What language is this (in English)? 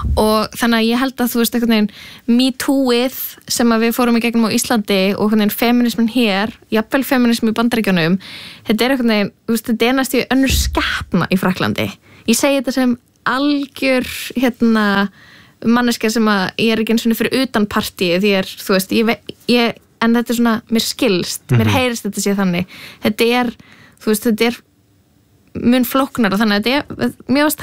Icelandic